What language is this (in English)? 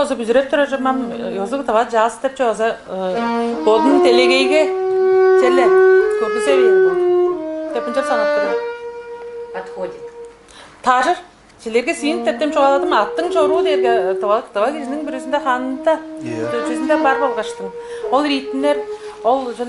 Tuvinian